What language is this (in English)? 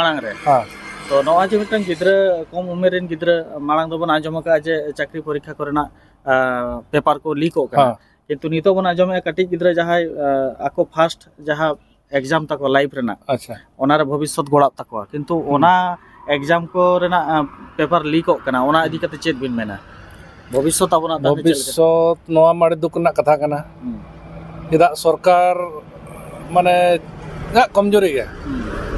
Santali